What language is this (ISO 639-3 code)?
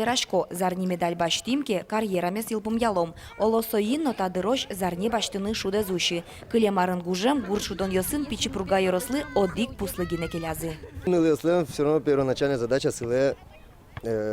udm